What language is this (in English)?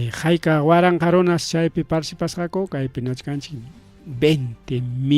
Ayacucho Quechua